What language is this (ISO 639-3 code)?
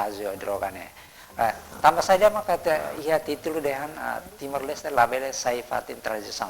tet